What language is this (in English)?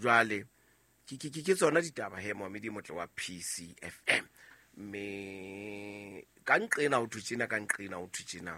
Southern Sotho